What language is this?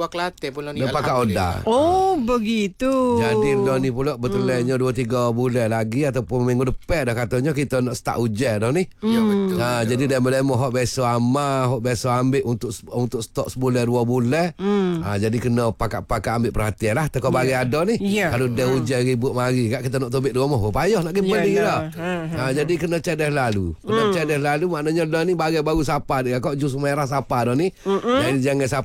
Malay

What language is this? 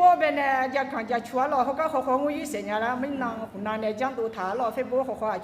Akha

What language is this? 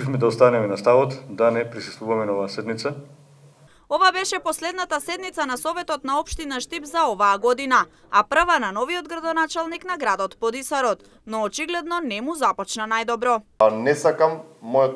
Macedonian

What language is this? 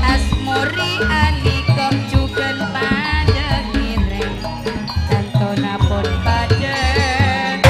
Madurese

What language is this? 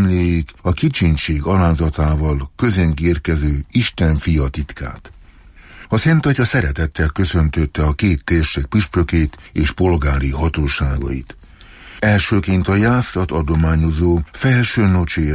Hungarian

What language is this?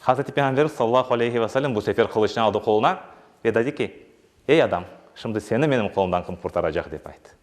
Crimean Tatar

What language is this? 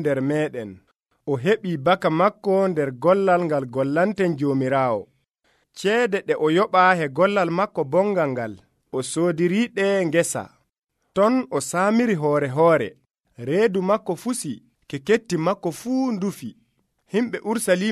Nigerian Fulfulde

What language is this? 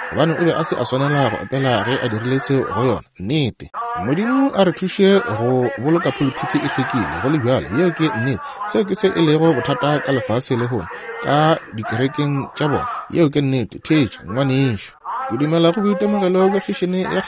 Northern Sotho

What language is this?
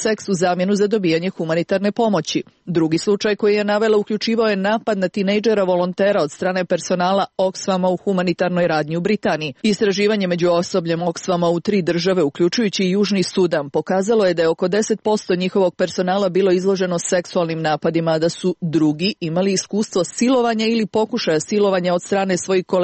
Serbian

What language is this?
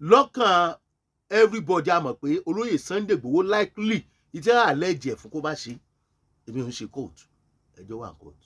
Yoruba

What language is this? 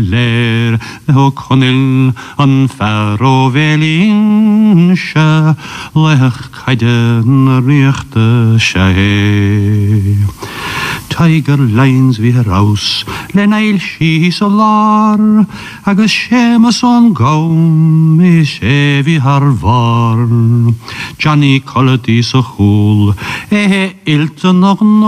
Irish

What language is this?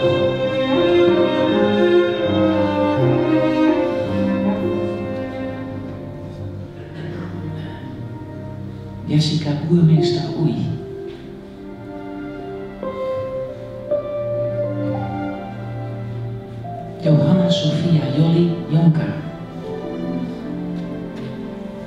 Dutch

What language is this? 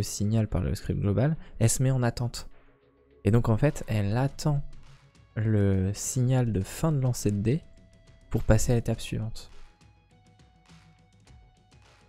French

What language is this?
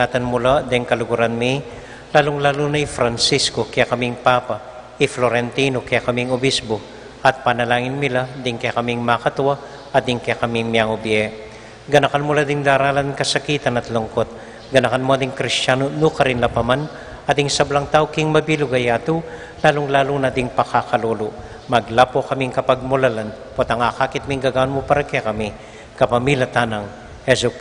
Pampanga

